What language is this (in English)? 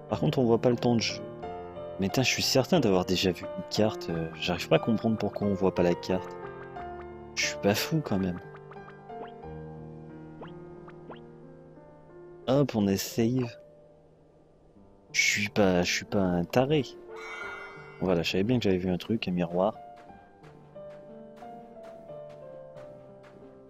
French